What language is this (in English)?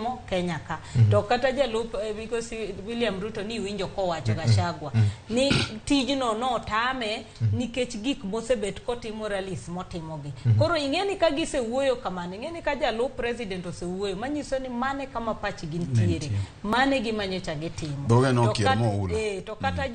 Luo (Kenya and Tanzania)